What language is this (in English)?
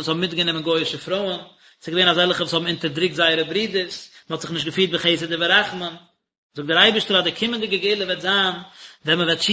Yiddish